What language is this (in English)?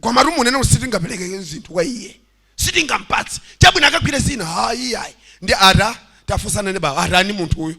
Nyanja